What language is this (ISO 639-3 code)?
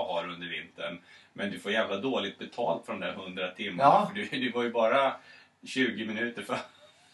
swe